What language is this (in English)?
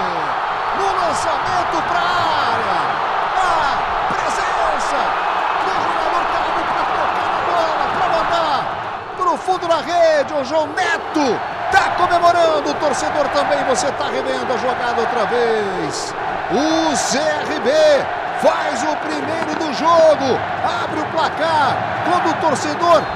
Portuguese